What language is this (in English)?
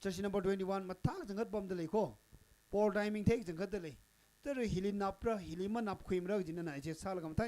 Tangkhul Naga (India)